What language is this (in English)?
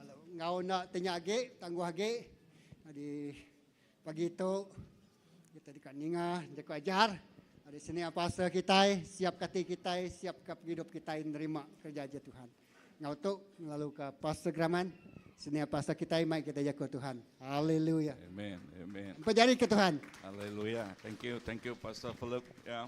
Iban